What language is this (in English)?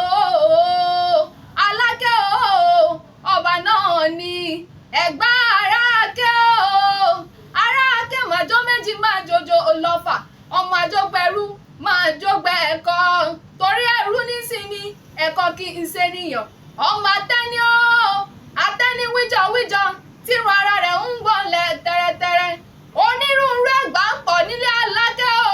Yoruba